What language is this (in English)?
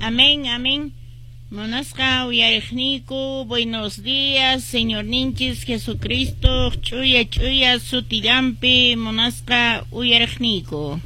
Quechua